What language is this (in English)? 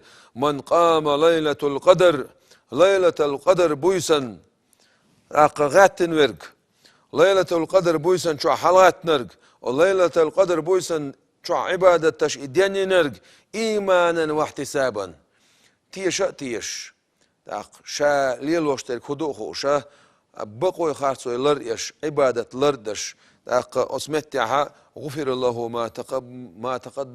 Chechen